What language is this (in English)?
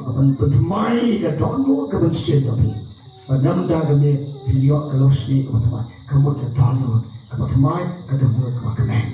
Khasi